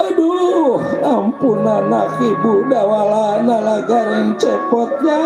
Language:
Betawi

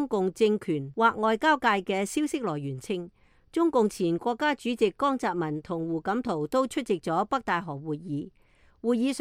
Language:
Cantonese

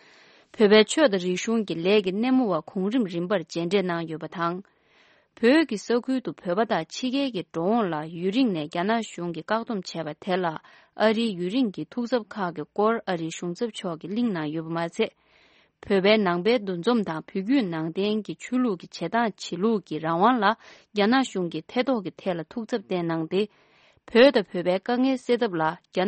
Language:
Tibetan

